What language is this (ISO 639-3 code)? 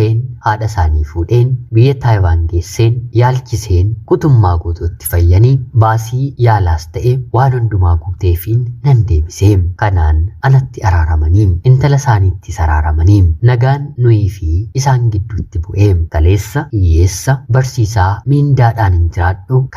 orm